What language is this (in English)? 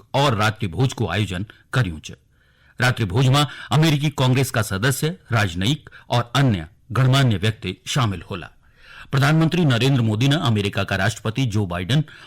Garhwali